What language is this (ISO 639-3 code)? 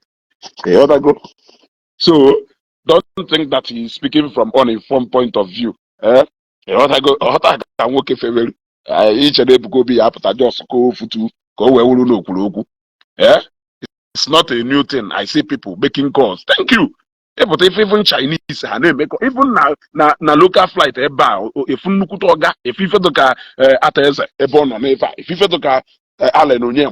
ibo